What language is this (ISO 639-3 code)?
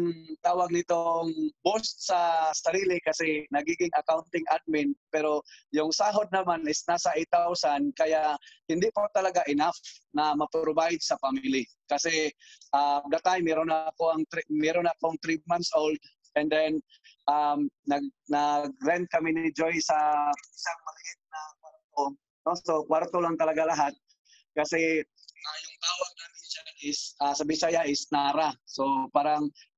fil